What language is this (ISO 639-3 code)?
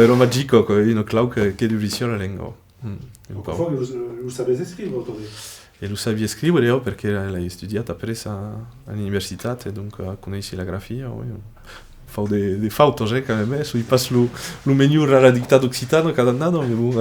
oci